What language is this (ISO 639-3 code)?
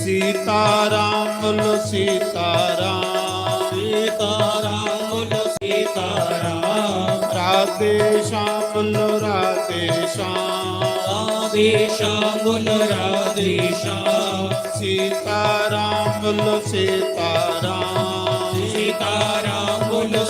doi